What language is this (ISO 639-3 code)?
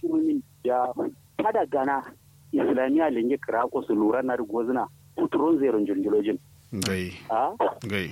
kau